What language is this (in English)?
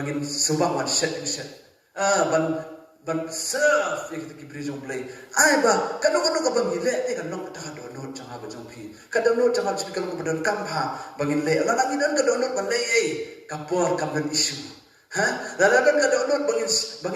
Khasi